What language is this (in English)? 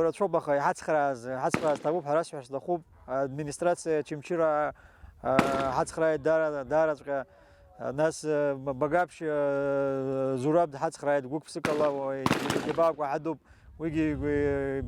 Abkhazian